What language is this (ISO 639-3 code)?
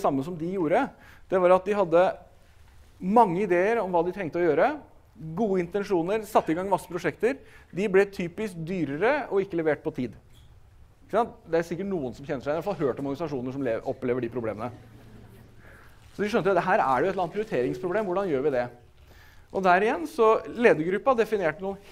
nor